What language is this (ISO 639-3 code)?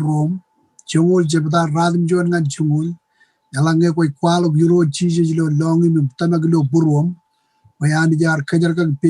mah